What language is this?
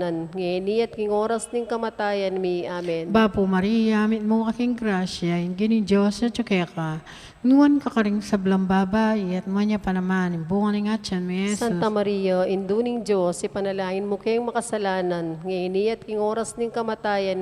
Pampanga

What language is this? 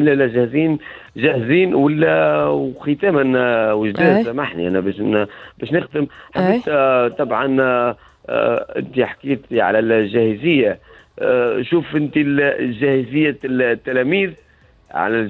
Tunisian Arabic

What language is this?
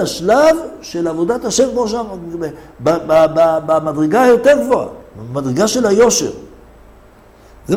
Hebrew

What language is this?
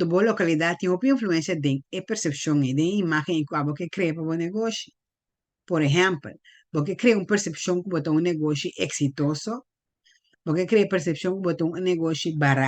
Papiamento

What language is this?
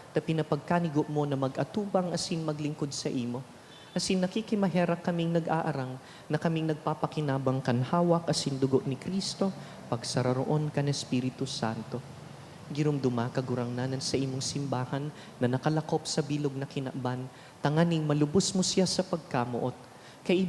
Bikol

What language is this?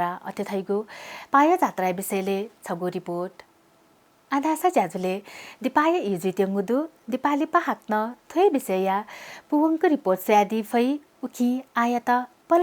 Newari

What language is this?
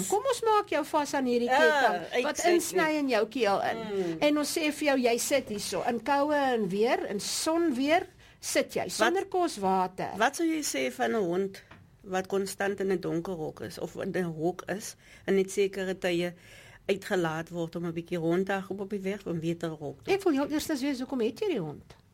Afrikaans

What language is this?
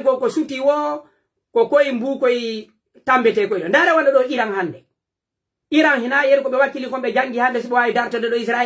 Pular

